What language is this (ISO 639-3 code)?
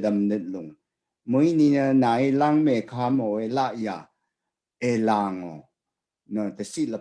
raw